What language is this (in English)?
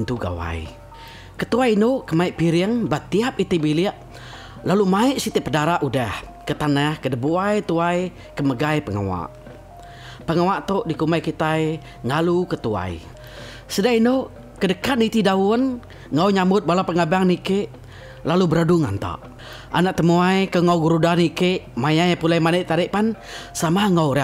Iban